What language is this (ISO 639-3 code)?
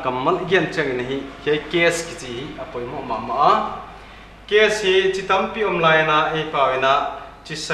pck